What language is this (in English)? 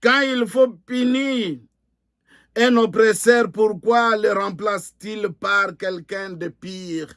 Luba-Lulua